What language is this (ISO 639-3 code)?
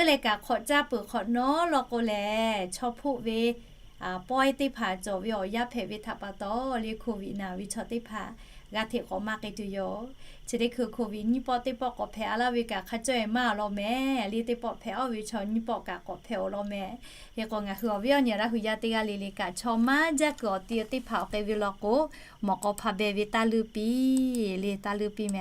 lhu